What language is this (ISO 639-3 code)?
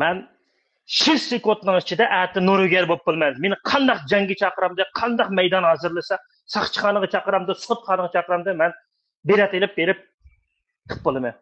uig